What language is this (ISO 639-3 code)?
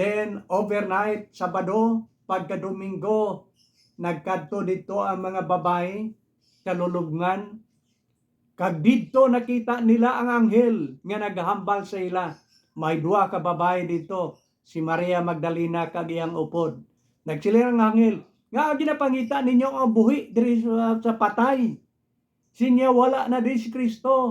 hil